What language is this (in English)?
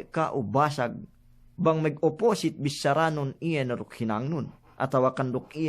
Yakan